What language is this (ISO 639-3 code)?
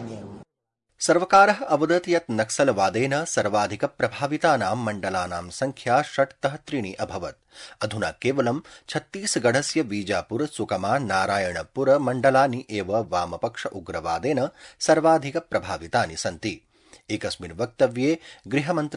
san